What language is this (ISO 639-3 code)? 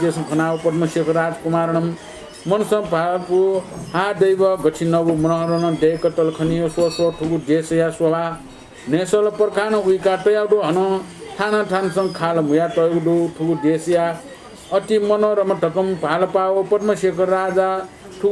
new